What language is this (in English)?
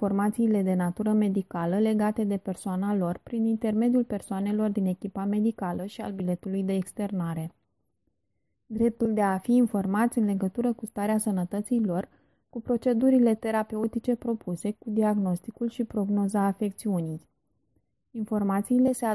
Romanian